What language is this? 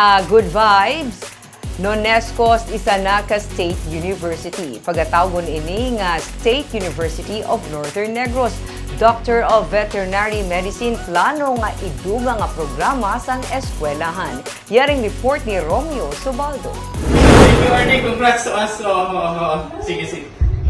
Hiligaynon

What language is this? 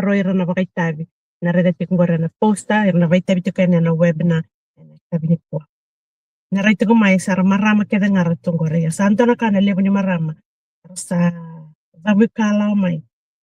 Fijian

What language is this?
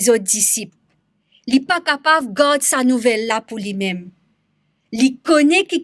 Morisyen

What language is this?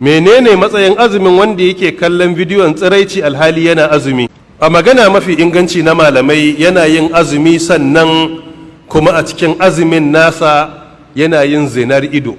Hausa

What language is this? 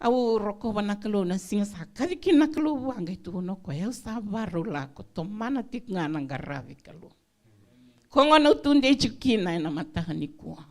Fijian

